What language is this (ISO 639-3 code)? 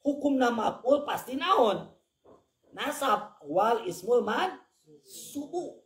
sun